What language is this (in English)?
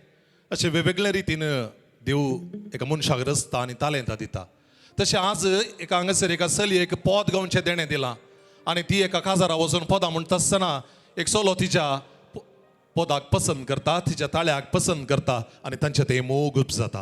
Konkani